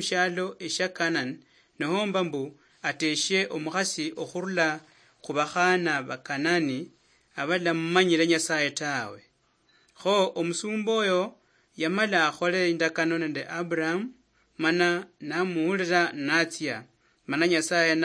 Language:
Luyia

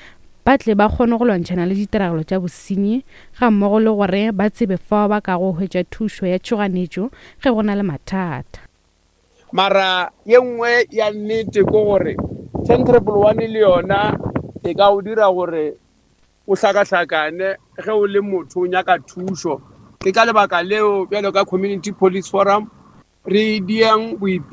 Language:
Northern Sotho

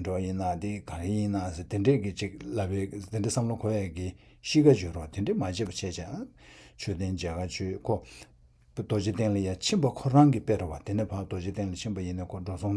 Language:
Tibetan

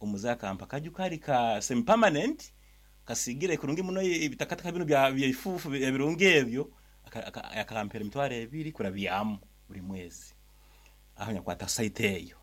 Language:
Nyankole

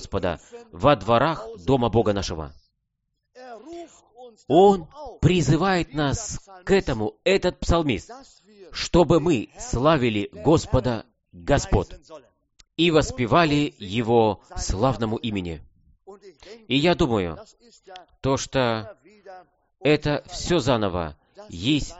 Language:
Russian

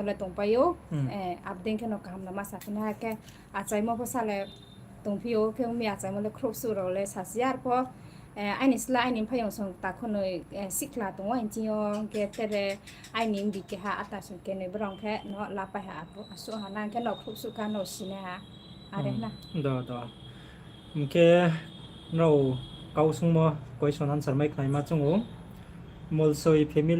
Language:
Riang (India)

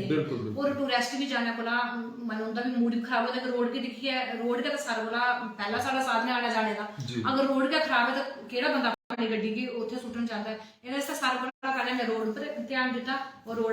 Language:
Dogri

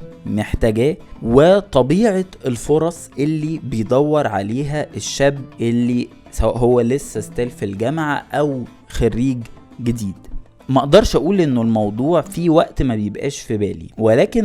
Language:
Egyptian Arabic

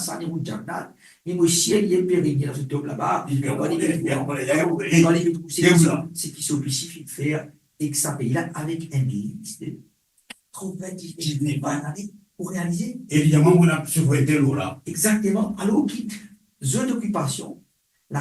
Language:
Morisyen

